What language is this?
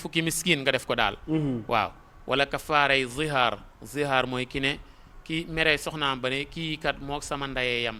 Wolof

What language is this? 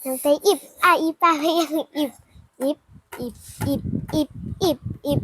Shan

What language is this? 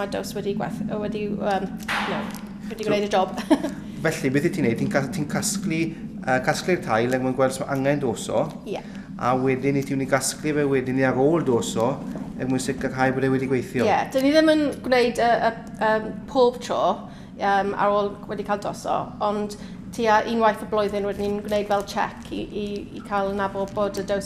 Welsh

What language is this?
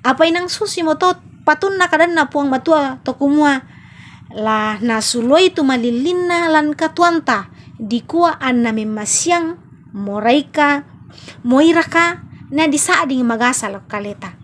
Toraja-Sa'dan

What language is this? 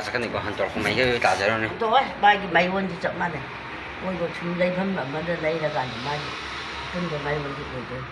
Manipuri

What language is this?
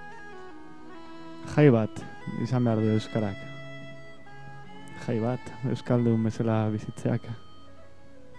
Basque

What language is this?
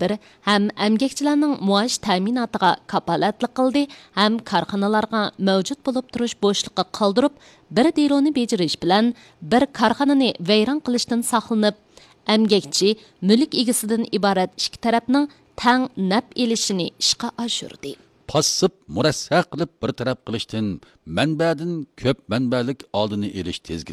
Uyghur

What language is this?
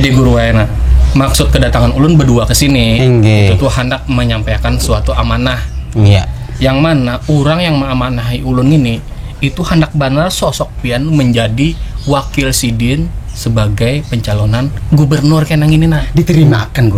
Banjar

